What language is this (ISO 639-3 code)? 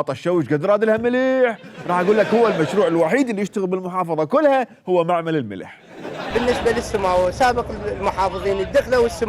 acm